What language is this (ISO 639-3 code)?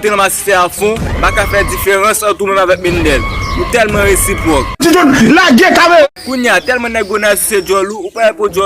hat